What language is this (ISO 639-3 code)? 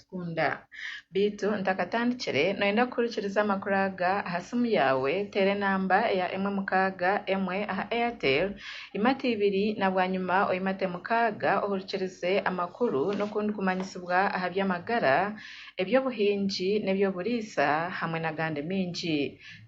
nyn